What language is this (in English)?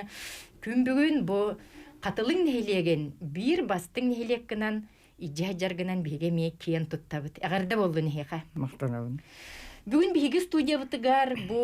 Yakut